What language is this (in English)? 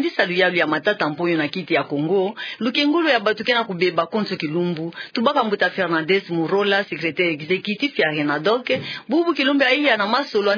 Kituba (Democratic Republic of Congo)